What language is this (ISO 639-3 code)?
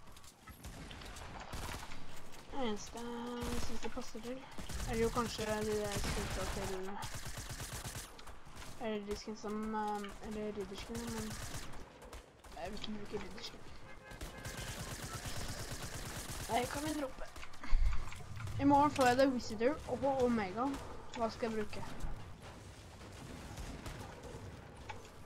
nor